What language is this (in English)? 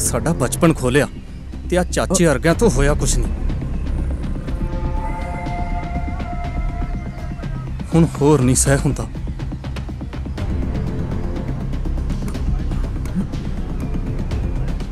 Punjabi